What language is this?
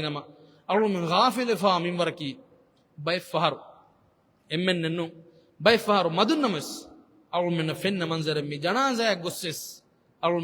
Divehi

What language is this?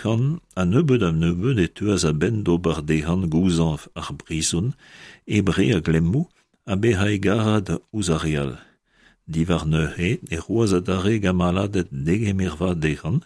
Breton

